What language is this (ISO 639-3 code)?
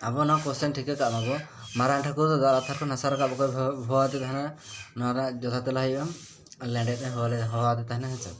sat